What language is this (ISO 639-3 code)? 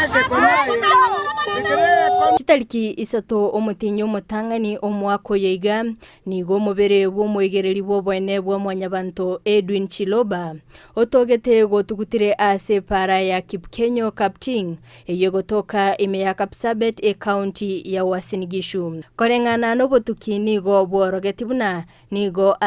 guz